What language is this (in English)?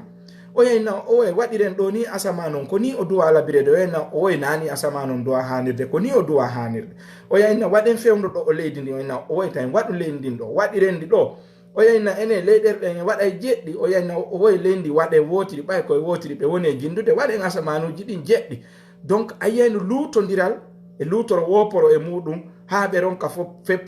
Fula